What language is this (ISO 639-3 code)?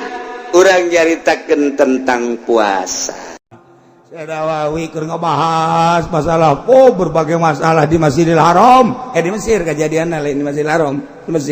sun